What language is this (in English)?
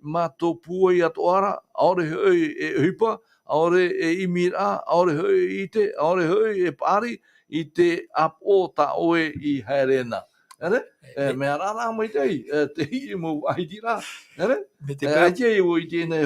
Tahitian